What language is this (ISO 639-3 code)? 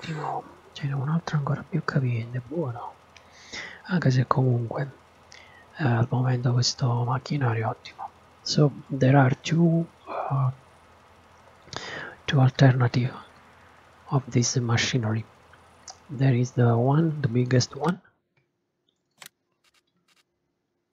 ita